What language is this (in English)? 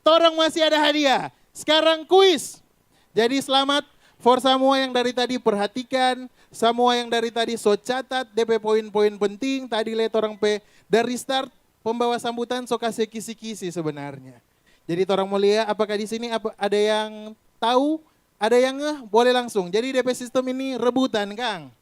Manado Malay